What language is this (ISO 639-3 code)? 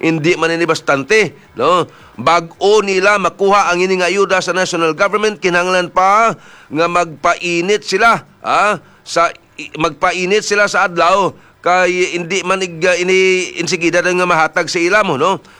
hil